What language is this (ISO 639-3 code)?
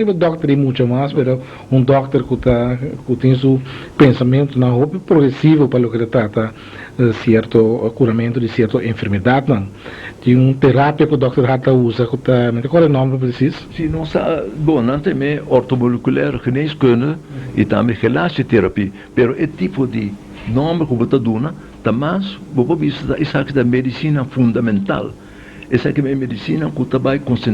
pap